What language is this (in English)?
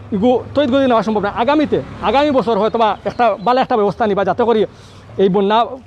Sylheti